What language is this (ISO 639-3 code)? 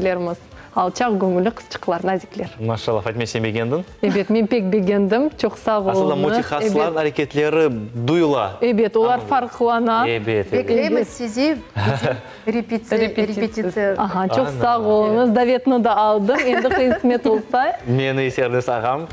crh